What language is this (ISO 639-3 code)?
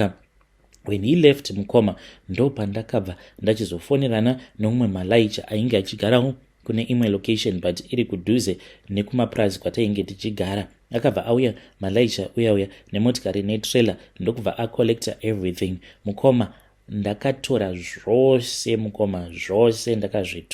sna